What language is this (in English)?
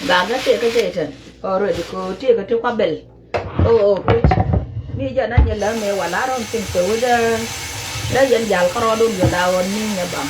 Nuer